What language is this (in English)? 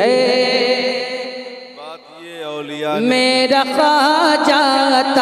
Hindi